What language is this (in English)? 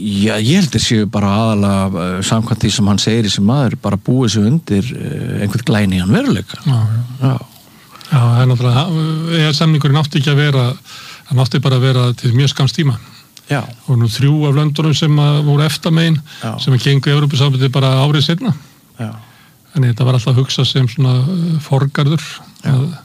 Icelandic